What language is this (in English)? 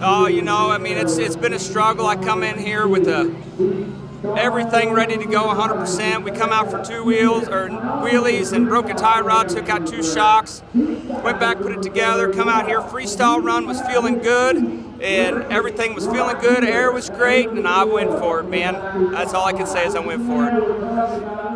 English